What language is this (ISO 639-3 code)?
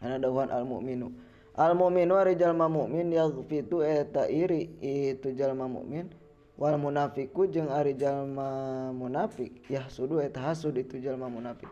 sun